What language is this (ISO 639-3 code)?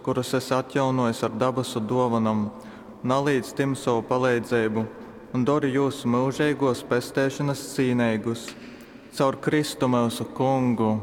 ltg